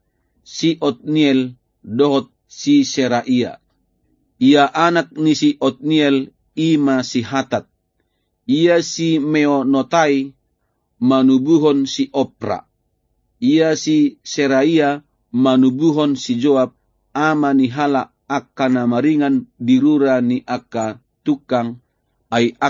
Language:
Batak Toba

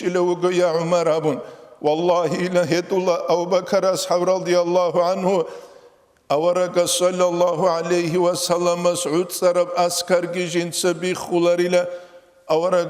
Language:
Avaric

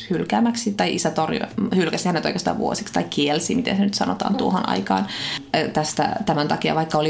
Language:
Finnish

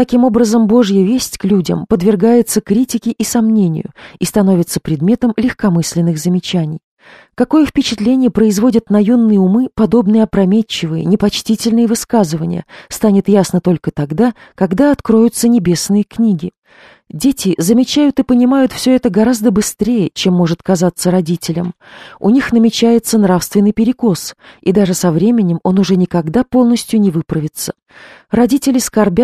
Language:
Russian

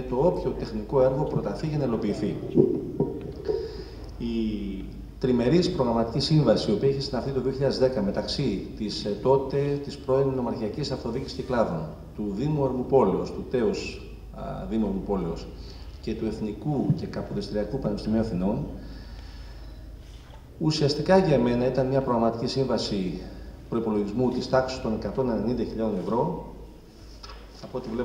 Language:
Greek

